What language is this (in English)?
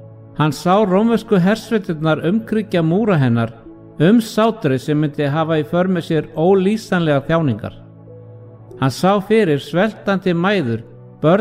Icelandic